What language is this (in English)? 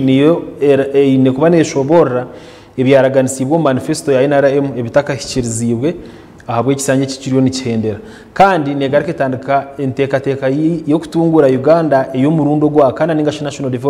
Nyankole